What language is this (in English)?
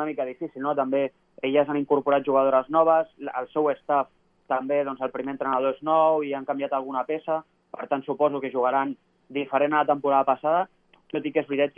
Catalan